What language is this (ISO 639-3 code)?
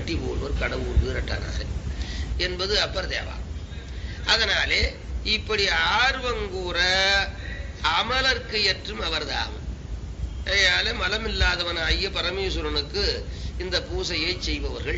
tam